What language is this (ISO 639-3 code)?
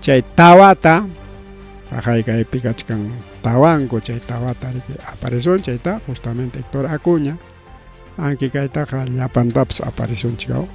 quy